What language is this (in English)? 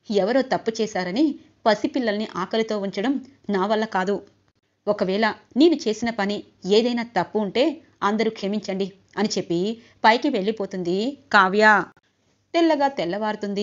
Telugu